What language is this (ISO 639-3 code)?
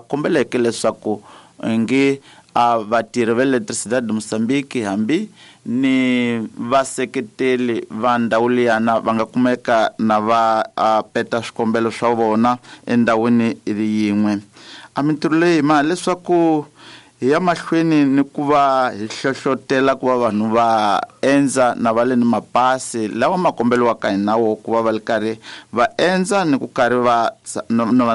tso